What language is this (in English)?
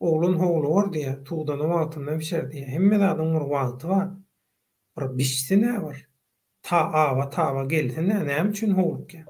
Turkmen